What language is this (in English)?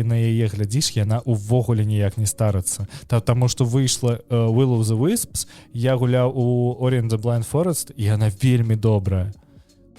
Belarusian